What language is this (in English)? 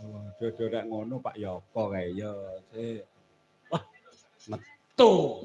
Javanese